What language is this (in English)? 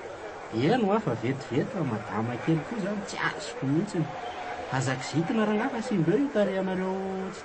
Malagasy